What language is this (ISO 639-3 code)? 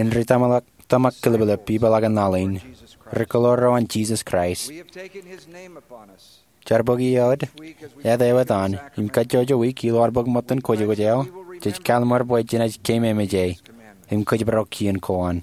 mah